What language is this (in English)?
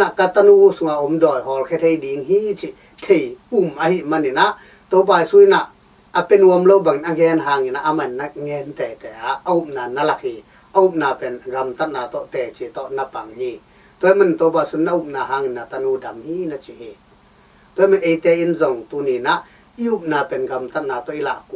Tedim Chin